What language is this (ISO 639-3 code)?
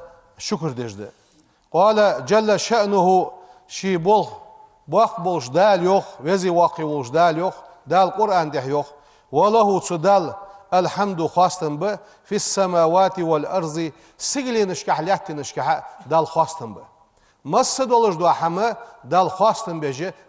inh